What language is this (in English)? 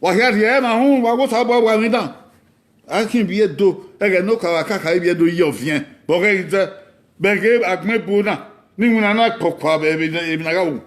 Bini